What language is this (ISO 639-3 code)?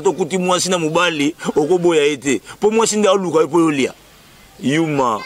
lin